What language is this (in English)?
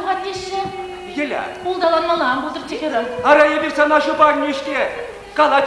Chuvash